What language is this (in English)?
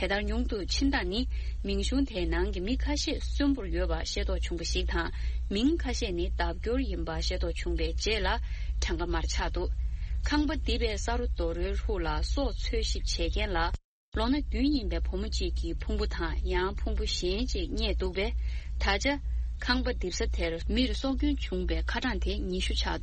Tibetan